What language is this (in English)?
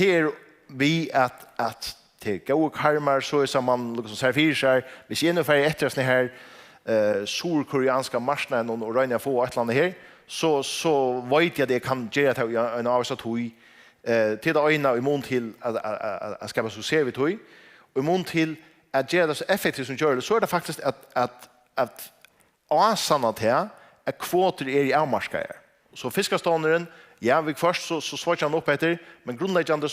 Faroese